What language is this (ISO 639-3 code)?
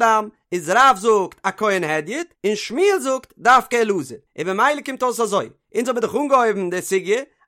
yid